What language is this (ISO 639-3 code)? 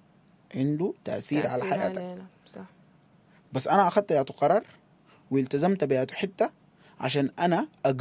apd